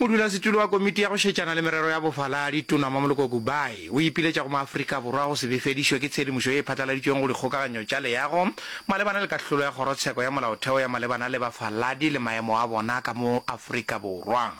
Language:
Northern Sotho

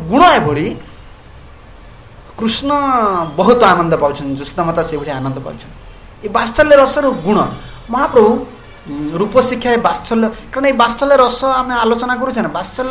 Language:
Odia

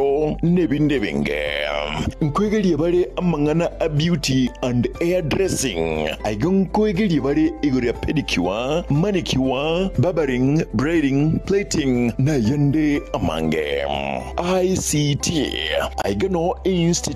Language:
Gusii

